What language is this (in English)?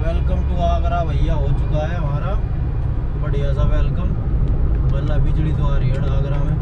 Haryanvi